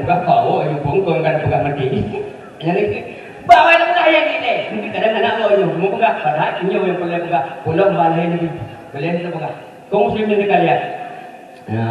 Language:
Achinese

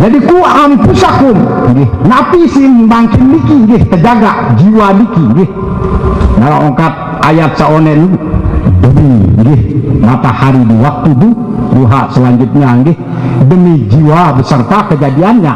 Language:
Sasak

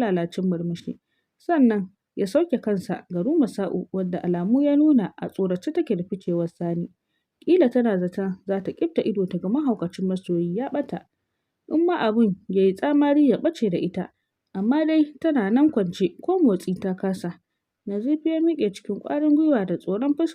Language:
Hausa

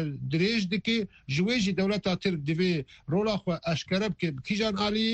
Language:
Kurdish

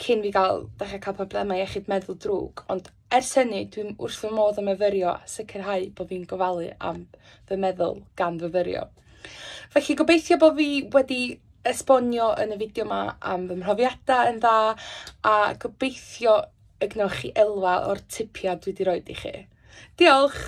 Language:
Welsh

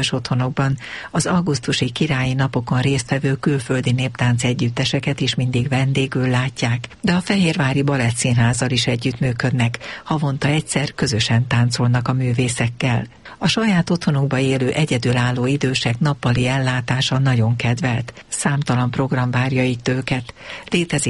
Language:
Hungarian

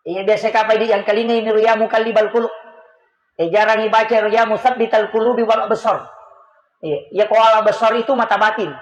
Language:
Buginese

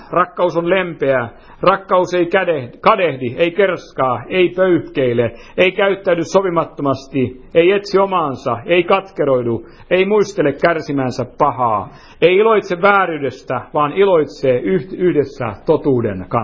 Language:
Finnish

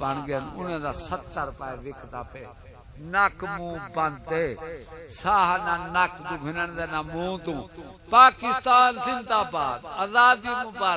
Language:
Saraiki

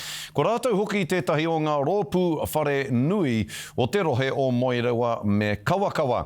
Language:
Māori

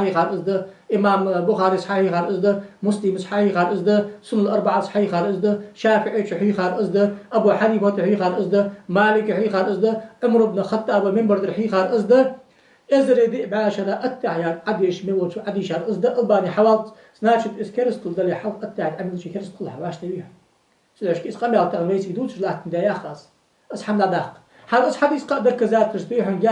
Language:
Ingush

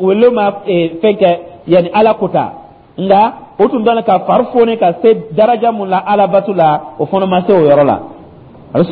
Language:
Dyula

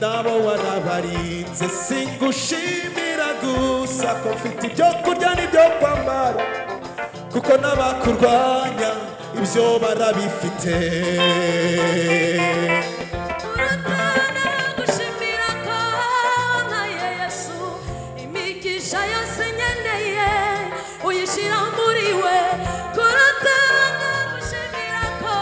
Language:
Kinyarwanda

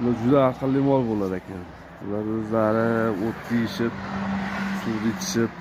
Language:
Uzbek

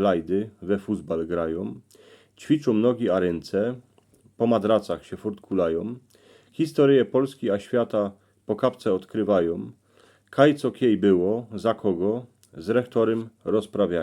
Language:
Silesian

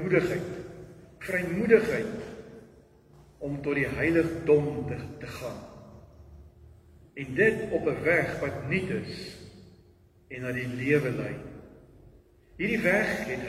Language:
Afrikaans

